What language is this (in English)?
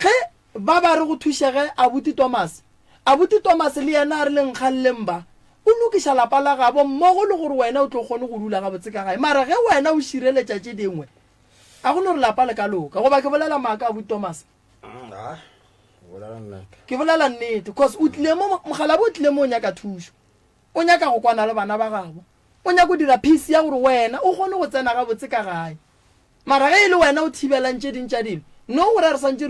Northern Sotho